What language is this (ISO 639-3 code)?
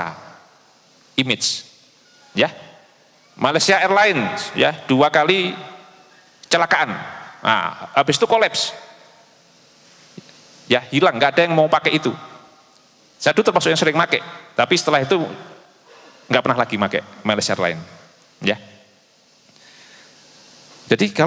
ind